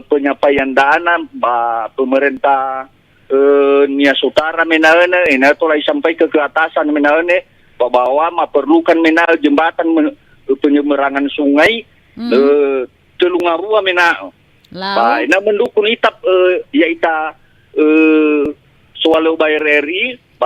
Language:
Nias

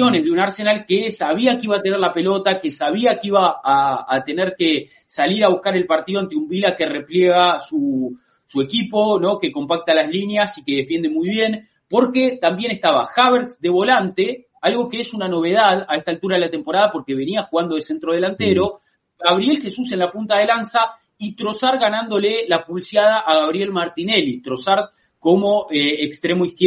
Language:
Spanish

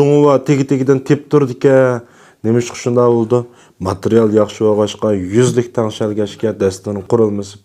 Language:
Uyghur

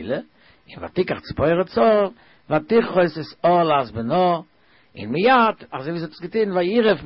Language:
Yiddish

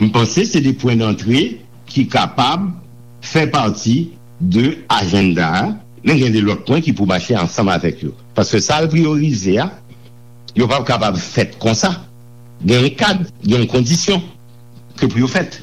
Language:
Haitian Creole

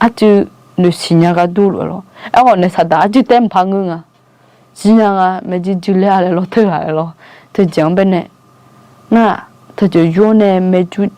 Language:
Akha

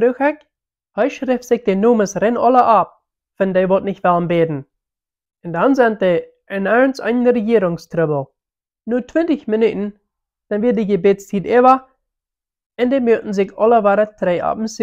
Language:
Plautdietsch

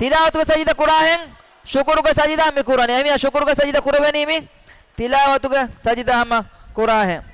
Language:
Divehi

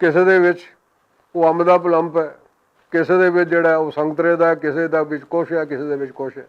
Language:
Western Panjabi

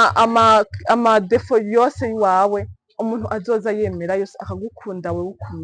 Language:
Rundi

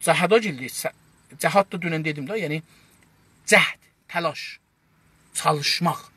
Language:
South Azerbaijani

